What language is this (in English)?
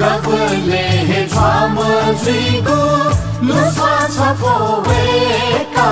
Newari